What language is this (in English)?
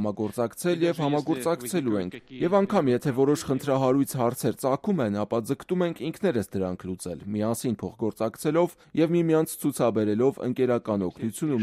Armenian